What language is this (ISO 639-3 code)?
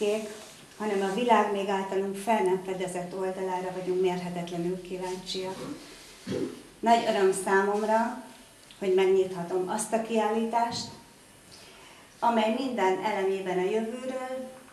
hun